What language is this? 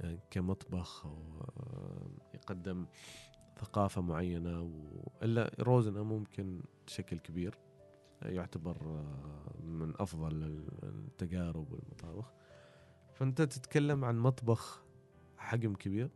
Gulf Arabic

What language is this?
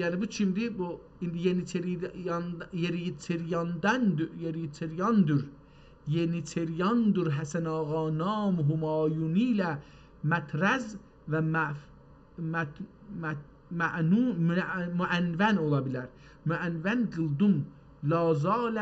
South Azerbaijani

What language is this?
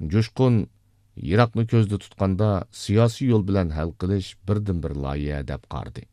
Uyghur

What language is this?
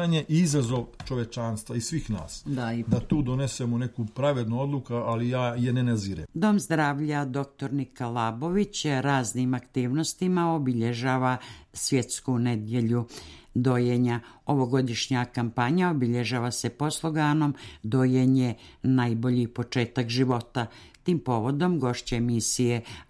Serbian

